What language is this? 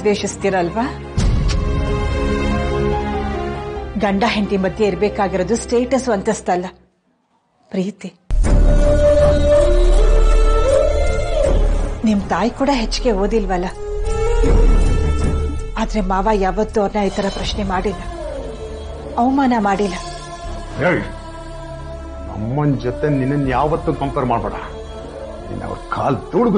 Kannada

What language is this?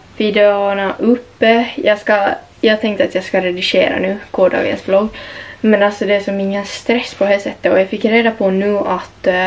Swedish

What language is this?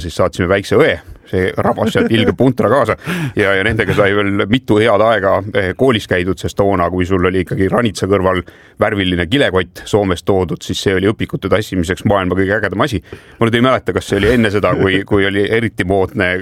Estonian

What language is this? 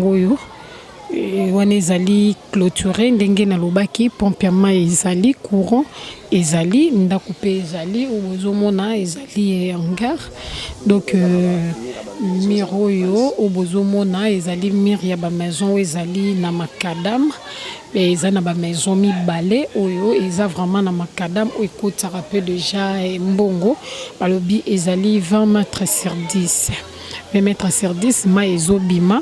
Lingala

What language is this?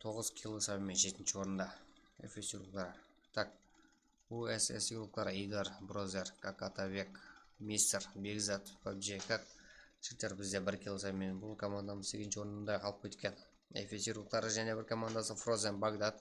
Kara-Kalpak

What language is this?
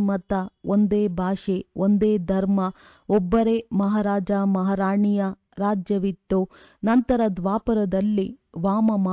Kannada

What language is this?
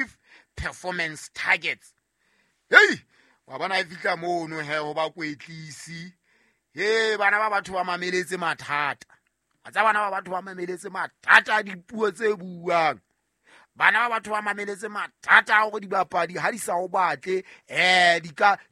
Southern Sotho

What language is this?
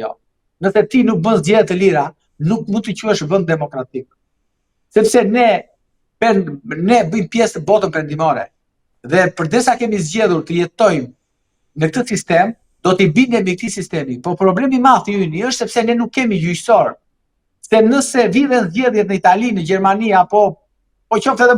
Albanian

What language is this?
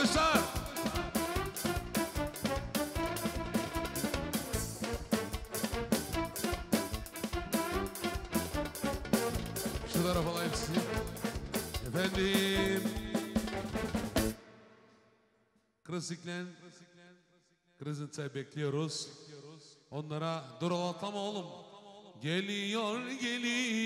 Turkish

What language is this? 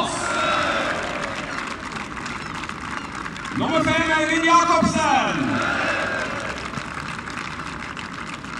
Norwegian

